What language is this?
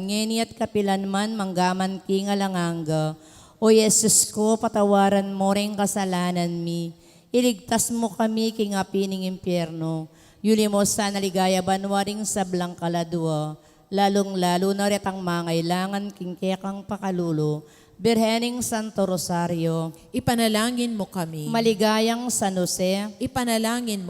Pampanga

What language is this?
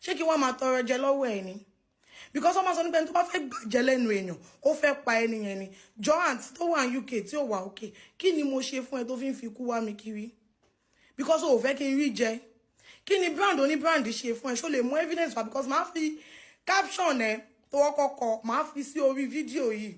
Yoruba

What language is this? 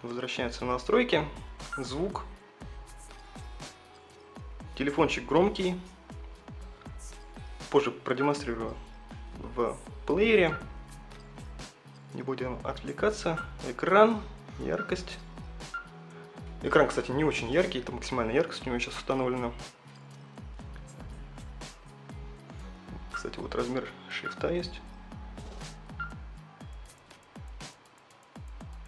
Russian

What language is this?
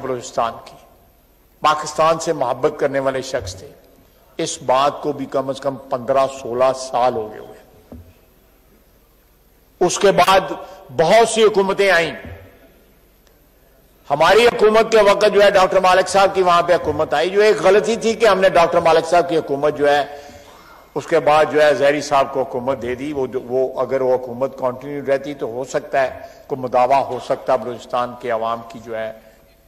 Urdu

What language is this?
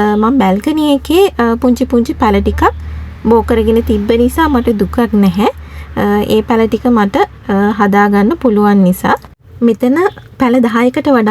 Sinhala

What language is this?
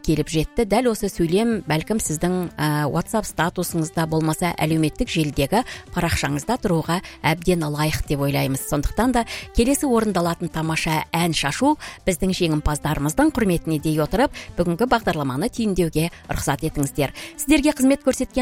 Kazakh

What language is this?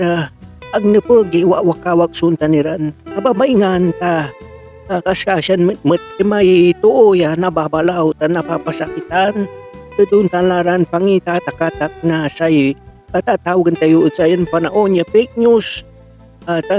Pangasinan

